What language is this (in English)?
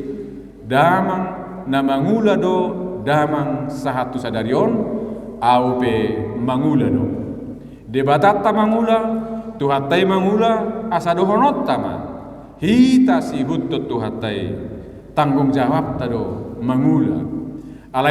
Batak Toba